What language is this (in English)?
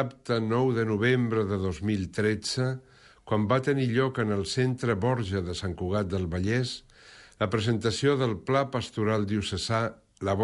Catalan